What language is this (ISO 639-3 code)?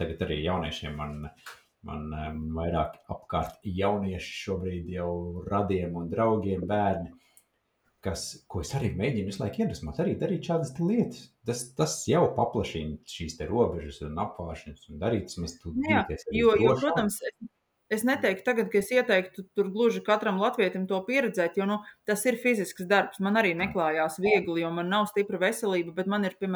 lav